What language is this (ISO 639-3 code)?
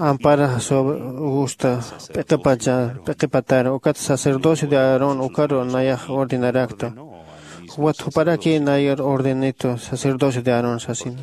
aym